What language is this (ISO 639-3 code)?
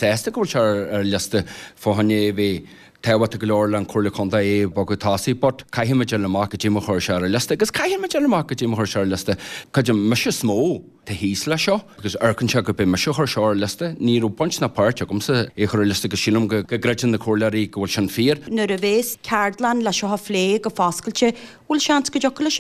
gle